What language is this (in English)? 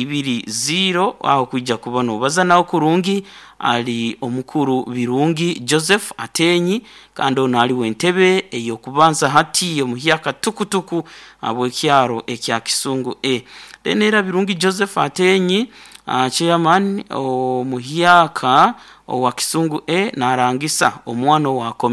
Nyoro